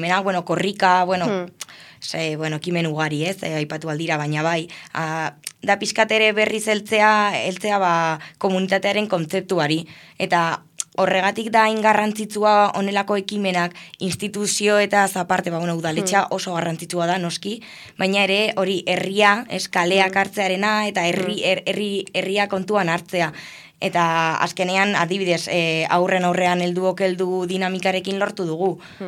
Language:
Basque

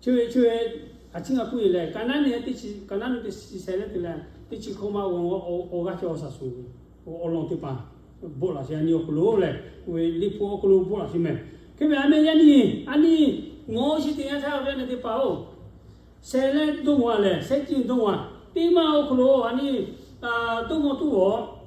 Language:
Lahu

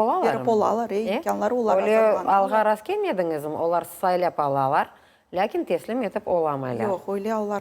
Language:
Crimean Tatar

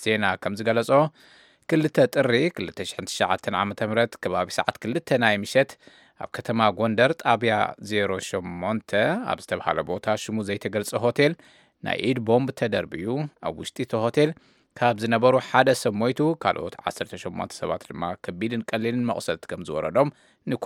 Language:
Tigrinya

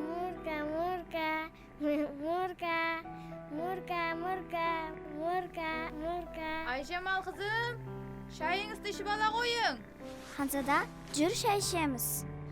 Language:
Kara-Kalpak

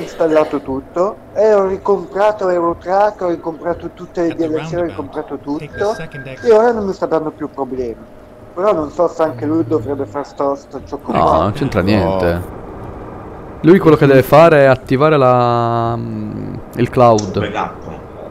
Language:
Italian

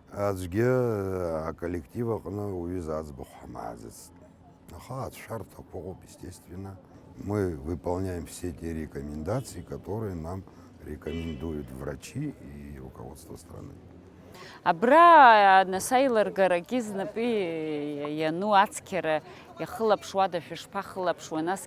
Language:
Abkhazian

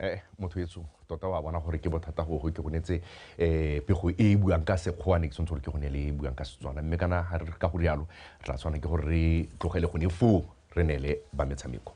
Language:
Tswana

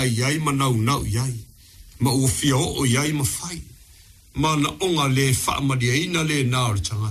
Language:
Samoan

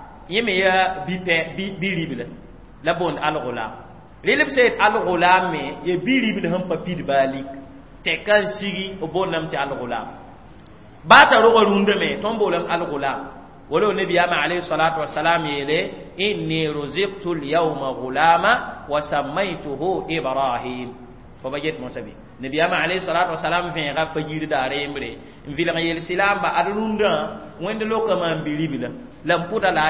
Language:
Mossi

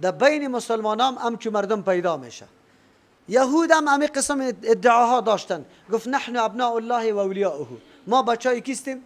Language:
Persian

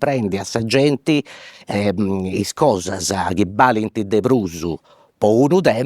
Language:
Sardinian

